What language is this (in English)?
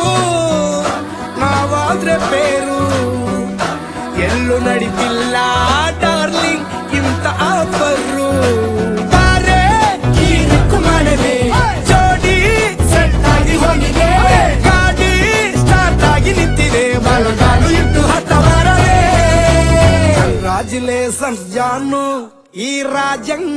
Kannada